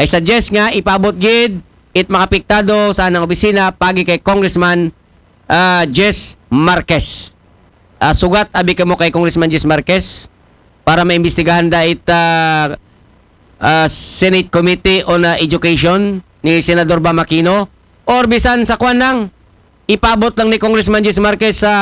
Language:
Aklanon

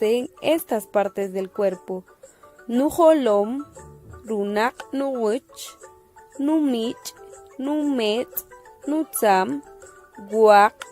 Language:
Kaqchikel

